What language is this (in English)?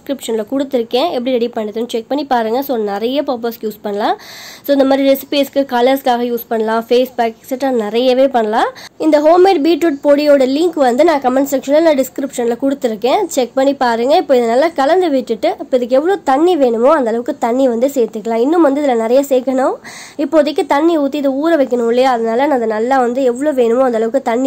Tamil